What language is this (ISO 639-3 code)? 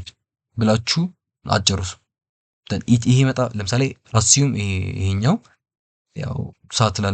amh